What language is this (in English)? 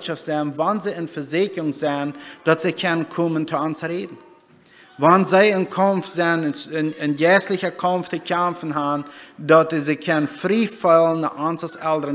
Plautdietsch